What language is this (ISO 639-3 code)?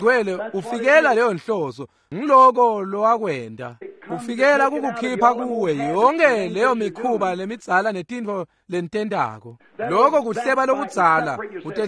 ssw